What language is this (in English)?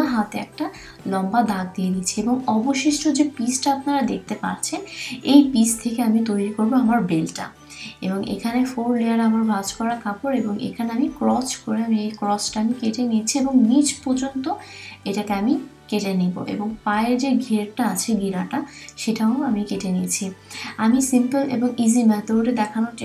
Bangla